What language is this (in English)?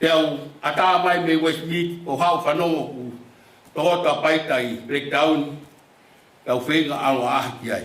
Tongan